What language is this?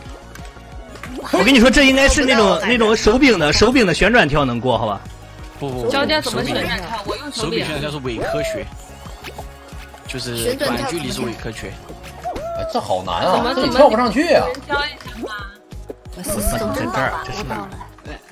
Chinese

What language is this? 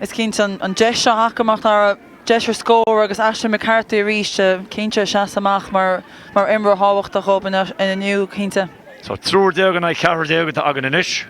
Irish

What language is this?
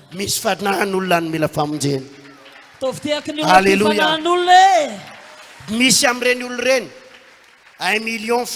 Malagasy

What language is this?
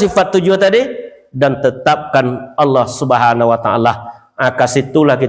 Minangkabau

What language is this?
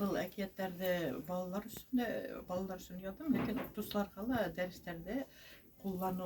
Bashkir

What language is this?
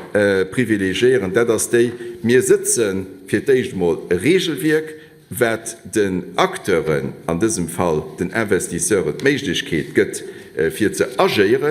Luxembourgish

